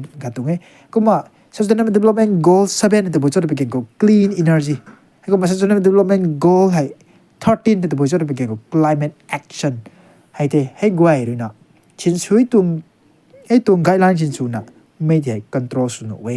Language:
Rongmei Naga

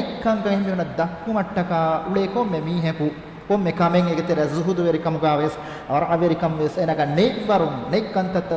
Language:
Divehi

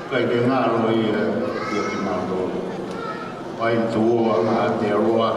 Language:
Tongan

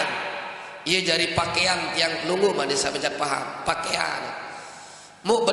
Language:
Sasak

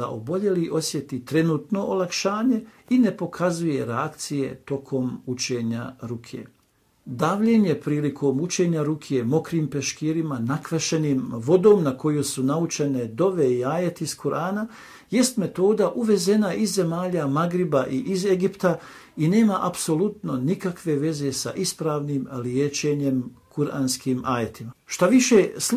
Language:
Bosnian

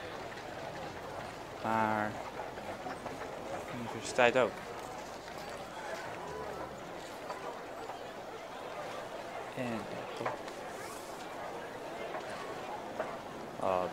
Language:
Dutch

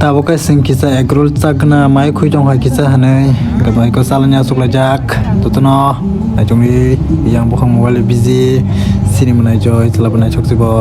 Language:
Kok Borok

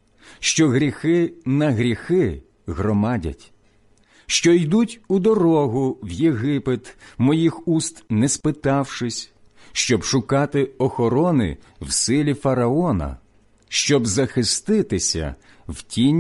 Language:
Ukrainian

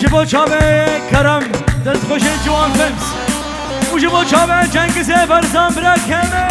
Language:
Kurdish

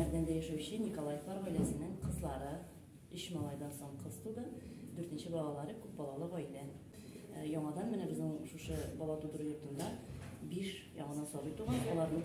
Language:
Tatar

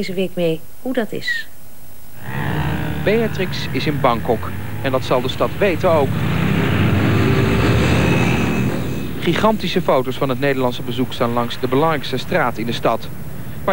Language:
Dutch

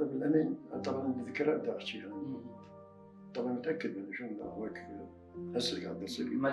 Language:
Mesopotamian Arabic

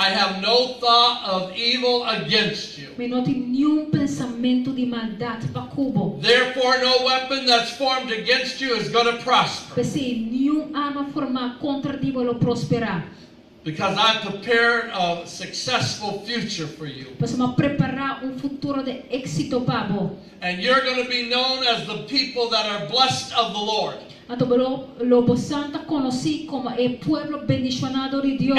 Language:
Papiamento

